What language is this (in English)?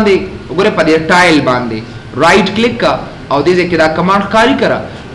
Pashto